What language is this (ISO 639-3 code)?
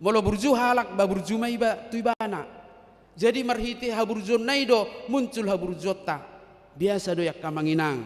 bbc